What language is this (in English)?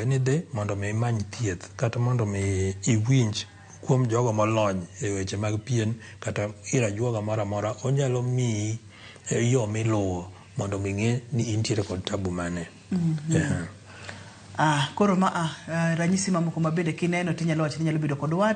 Luo (Kenya and Tanzania)